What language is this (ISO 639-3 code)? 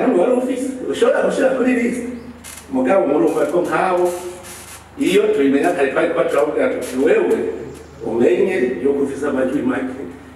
run